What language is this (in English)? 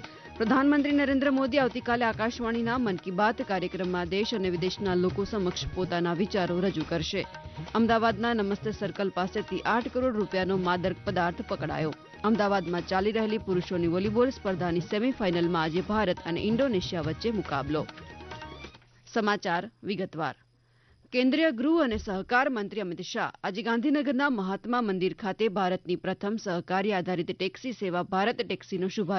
Gujarati